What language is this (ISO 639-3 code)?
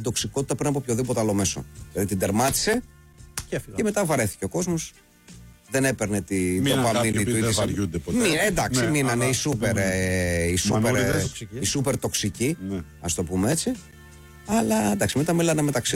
ell